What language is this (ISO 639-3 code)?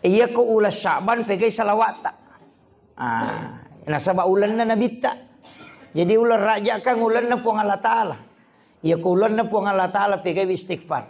bug